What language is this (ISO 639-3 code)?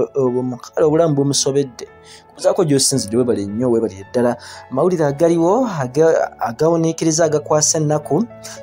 lug